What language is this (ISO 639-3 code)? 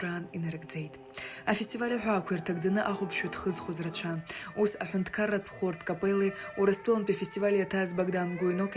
abk